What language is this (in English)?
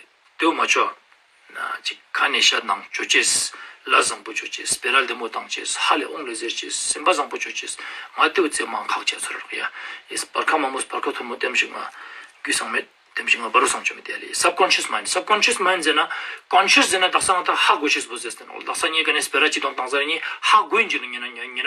Ladakhi